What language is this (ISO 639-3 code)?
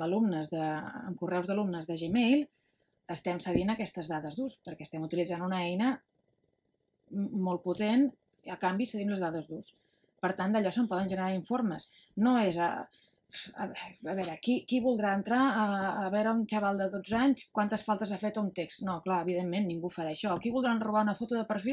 cat